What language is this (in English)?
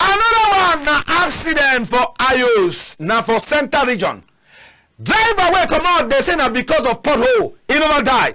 Cameroon Pidgin